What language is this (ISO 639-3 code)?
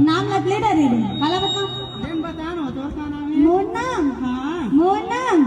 hne